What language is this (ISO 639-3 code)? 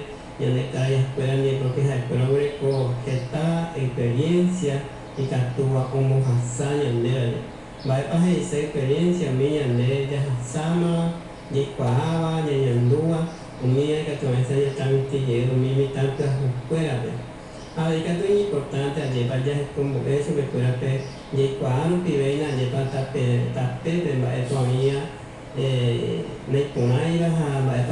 grn